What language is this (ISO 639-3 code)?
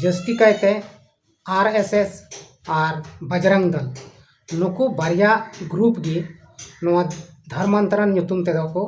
sat